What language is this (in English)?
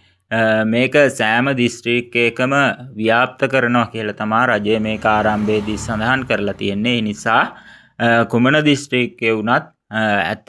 Sinhala